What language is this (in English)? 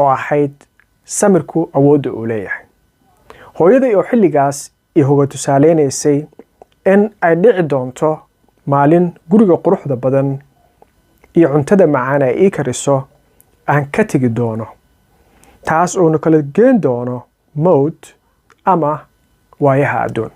Somali